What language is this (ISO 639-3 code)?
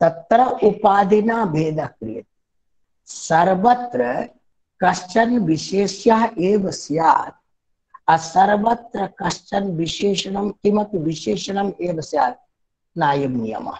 san